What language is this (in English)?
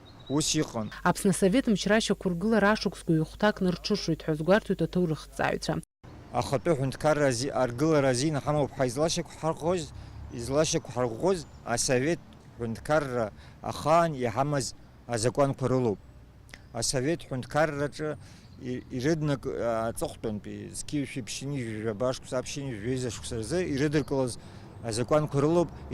Abkhazian